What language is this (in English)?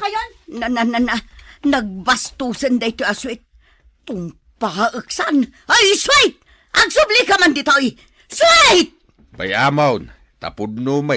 Iloko